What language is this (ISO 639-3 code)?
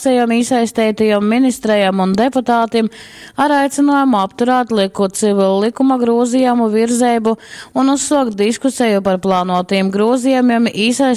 ltg